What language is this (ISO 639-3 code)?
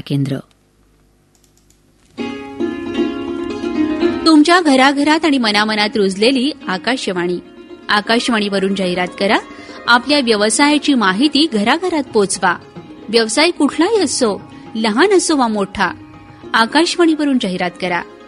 mar